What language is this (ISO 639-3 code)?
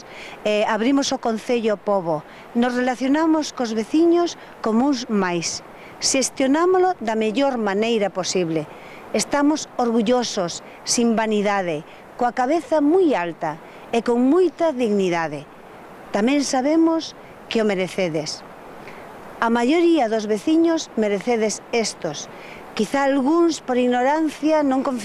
glg